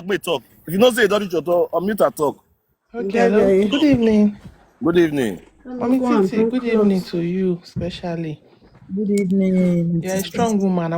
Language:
Nigerian Pidgin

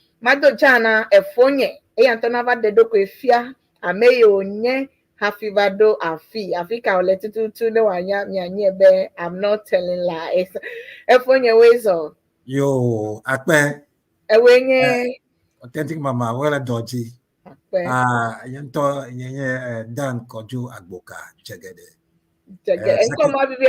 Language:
Ewe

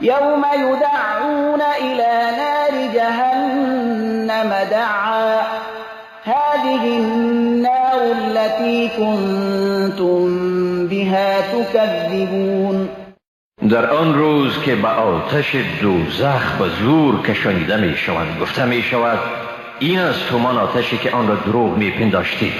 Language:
Persian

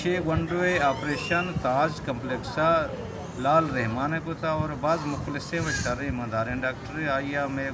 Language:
Baluchi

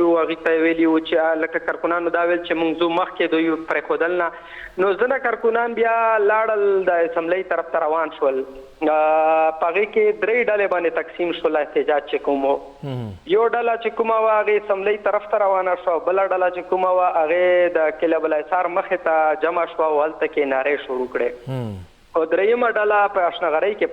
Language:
Pashto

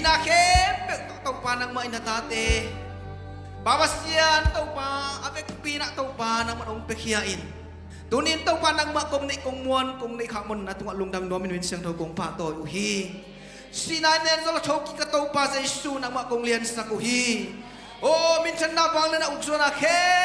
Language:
Tedim Chin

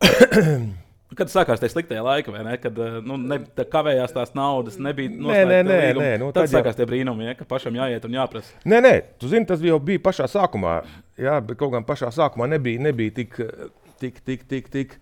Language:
Latvian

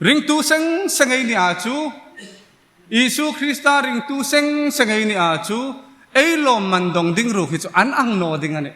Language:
Hmar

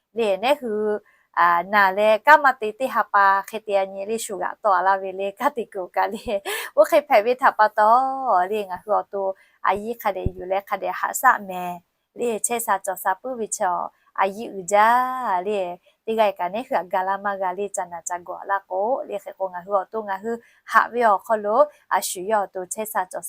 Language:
Lahu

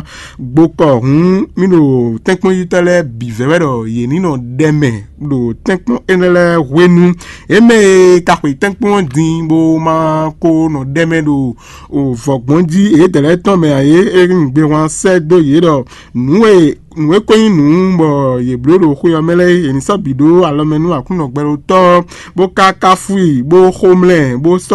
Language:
Fon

